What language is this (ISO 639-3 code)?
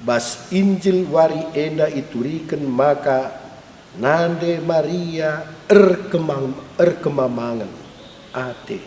btx